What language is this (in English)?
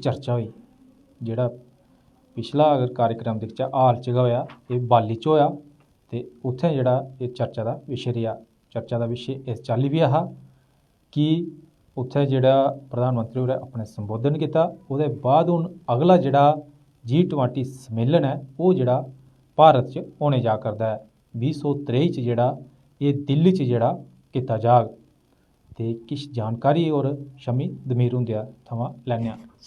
Dogri